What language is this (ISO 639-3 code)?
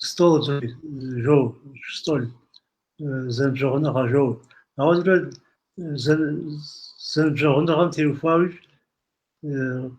kbd